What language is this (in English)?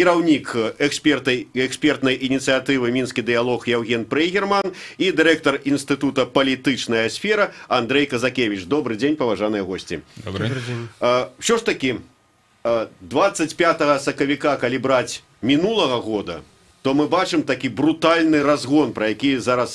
Belarusian